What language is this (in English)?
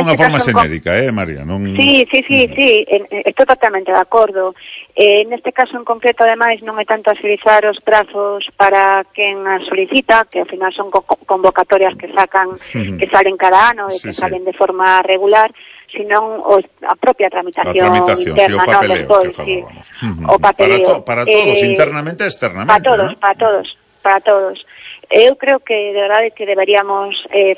Galician